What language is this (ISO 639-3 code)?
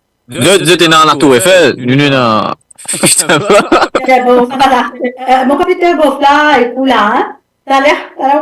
mfe